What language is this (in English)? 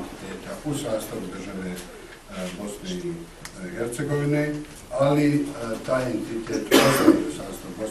Bosnian